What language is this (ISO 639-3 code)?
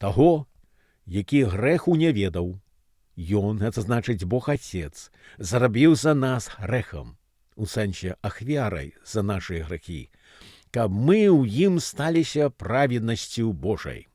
bel